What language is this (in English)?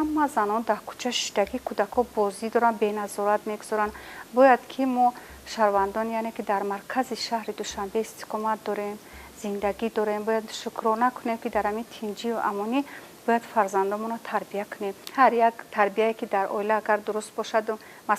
Tajik